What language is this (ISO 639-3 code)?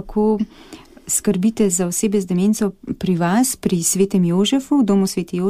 slv